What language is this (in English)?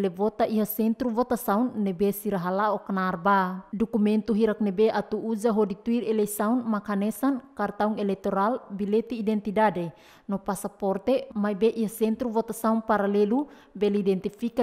Tetum